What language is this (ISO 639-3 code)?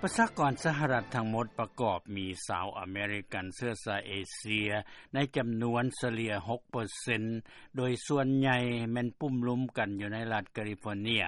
lao